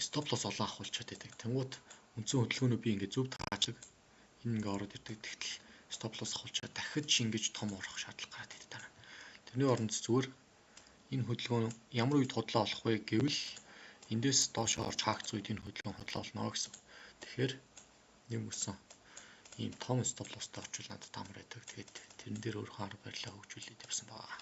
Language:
Mongolian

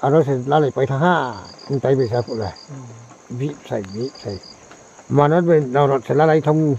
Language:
Riang (India)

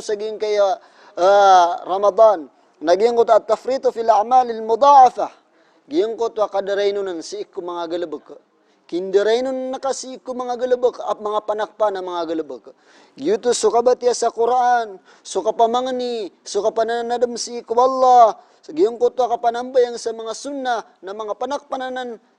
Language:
Maranao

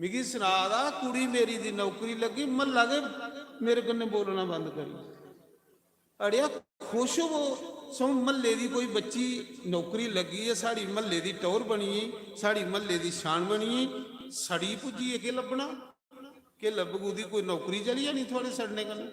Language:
Dogri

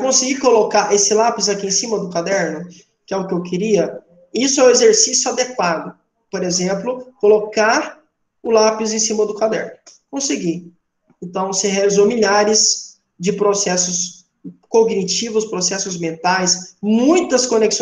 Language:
Portuguese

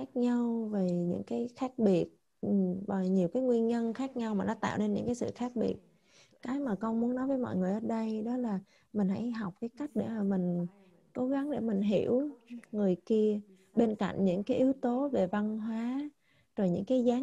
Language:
Vietnamese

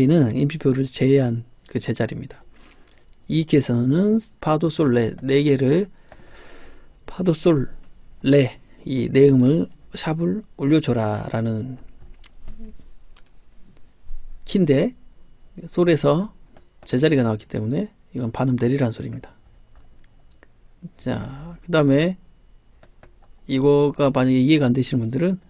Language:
Korean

